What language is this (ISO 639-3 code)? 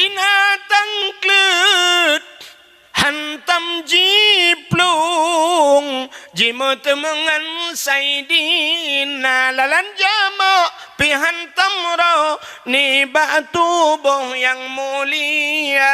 ace